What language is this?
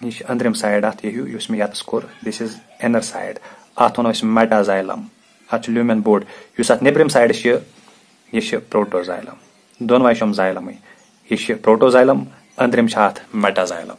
Kashmiri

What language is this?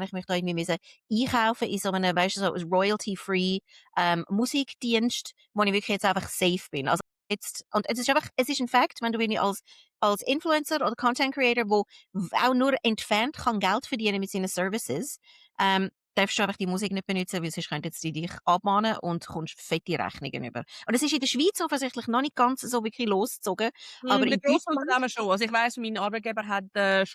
Swiss German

